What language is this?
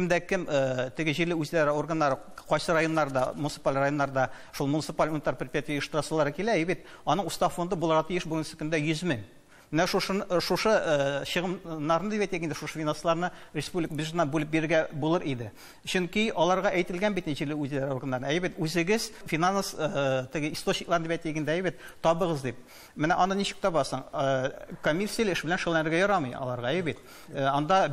Tatar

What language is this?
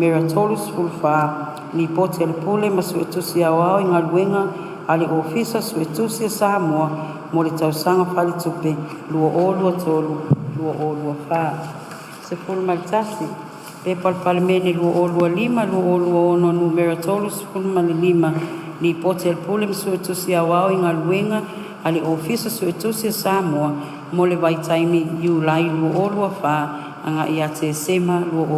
Samoan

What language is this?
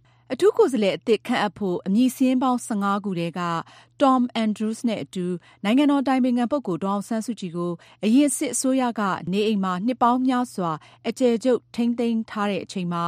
Burmese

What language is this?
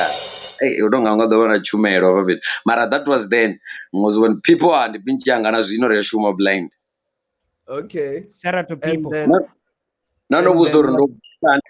Venda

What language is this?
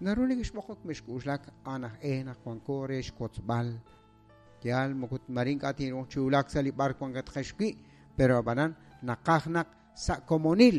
Kekchí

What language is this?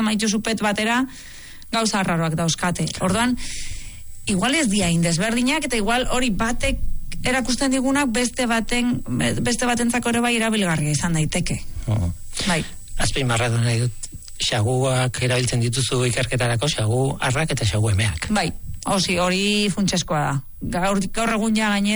Basque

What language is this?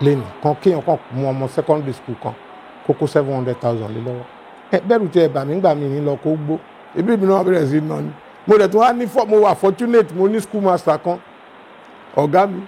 Yoruba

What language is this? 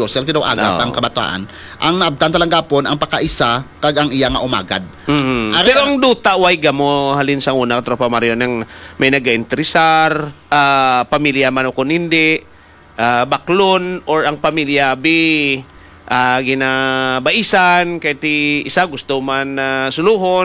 Hiligaynon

